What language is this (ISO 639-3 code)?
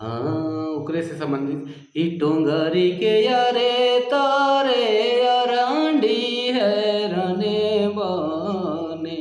sck